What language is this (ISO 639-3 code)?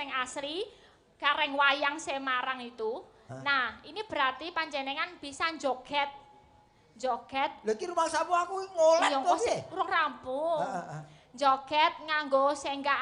jav